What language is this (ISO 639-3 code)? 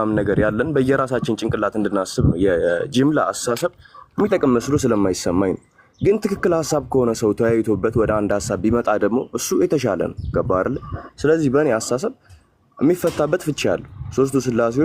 amh